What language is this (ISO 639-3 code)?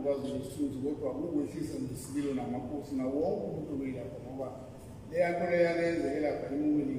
zul